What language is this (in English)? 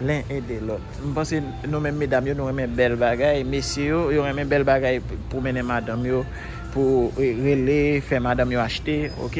Haitian Creole